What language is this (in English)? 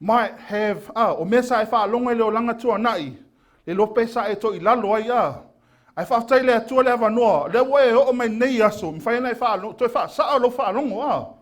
Samoan